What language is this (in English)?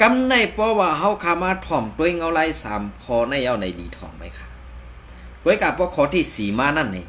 Shan